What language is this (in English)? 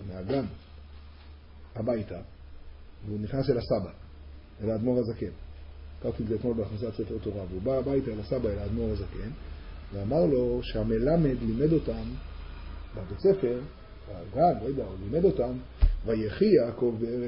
Hebrew